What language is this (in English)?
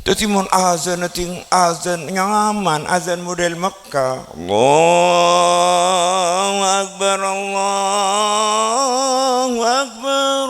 Madurese